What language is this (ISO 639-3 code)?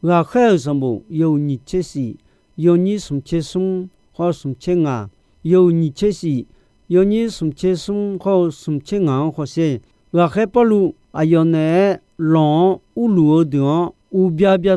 ahk